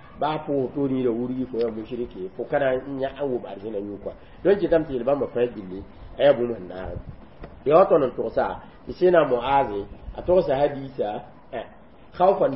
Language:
Mossi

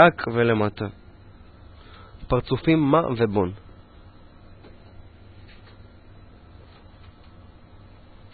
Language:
Hebrew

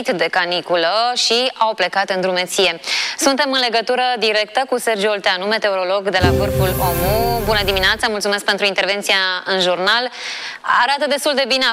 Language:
Romanian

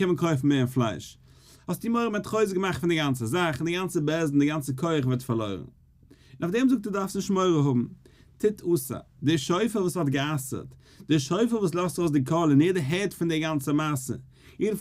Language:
Yiddish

